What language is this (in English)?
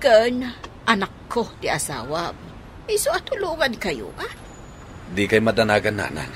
Iloko